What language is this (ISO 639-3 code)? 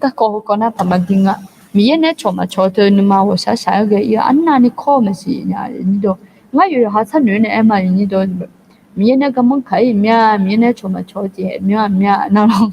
ahk